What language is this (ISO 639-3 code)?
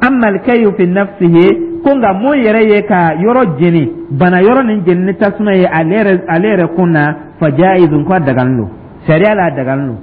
dyu